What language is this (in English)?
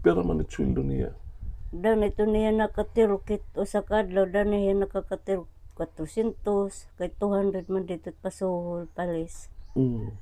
Waray